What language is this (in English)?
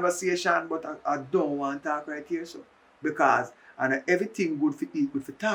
Jamaican Creole English